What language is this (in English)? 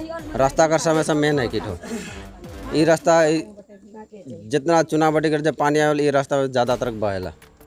Sadri